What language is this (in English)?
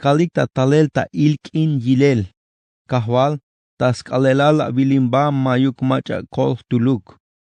Tzeltal